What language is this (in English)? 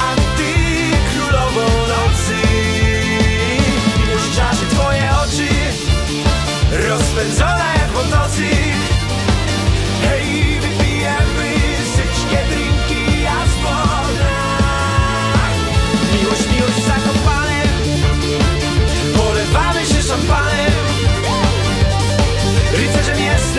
Polish